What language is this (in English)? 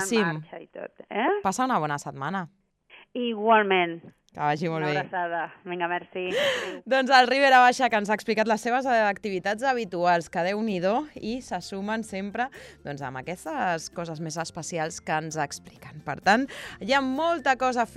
Catalan